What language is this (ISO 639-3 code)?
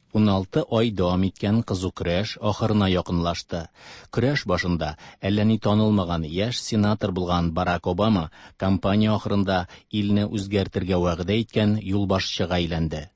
tat